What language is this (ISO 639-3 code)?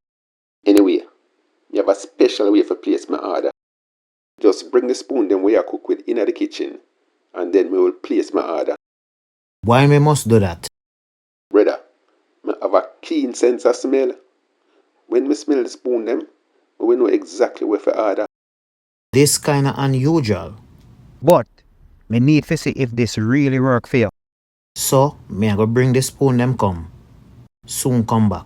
jam